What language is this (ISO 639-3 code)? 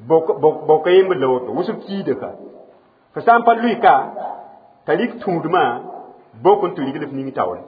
mos